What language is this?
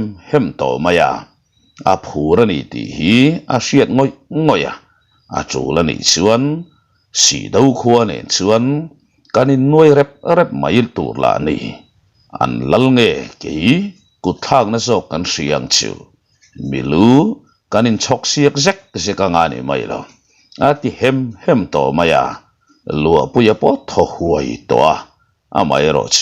Mizo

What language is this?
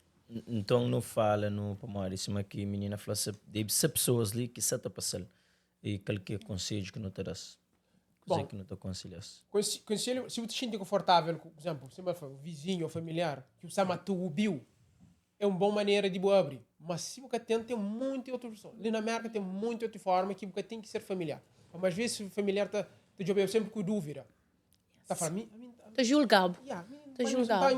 Kabuverdianu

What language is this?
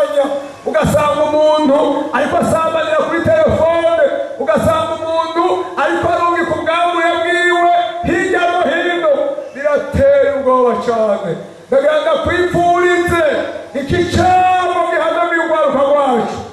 Rundi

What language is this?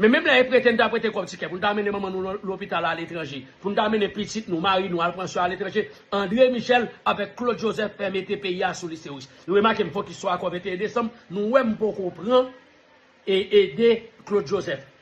Haitian Creole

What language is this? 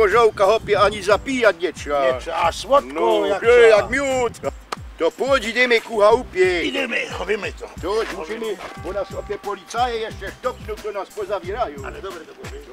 Silesian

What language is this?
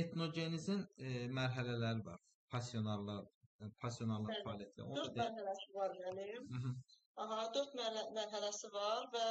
Azerbaijani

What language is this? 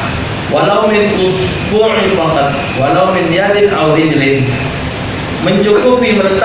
Musi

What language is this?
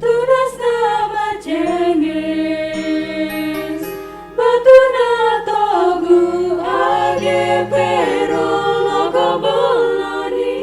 Batak Simalungun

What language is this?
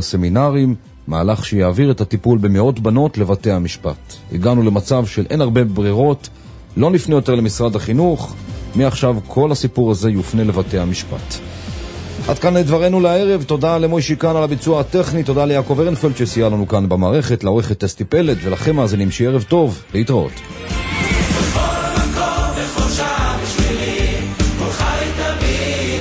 Hebrew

